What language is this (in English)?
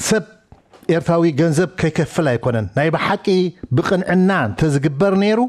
Tigrinya